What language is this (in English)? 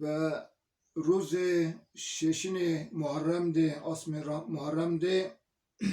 Zaza